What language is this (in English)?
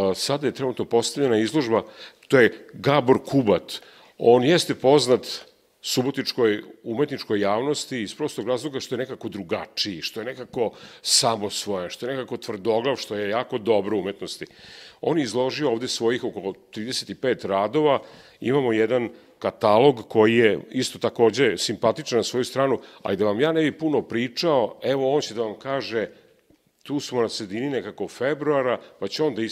Serbian